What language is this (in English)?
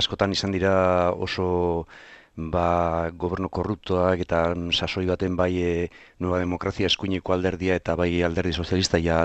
Basque